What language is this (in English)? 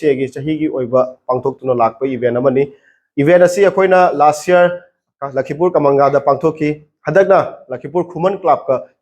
Manipuri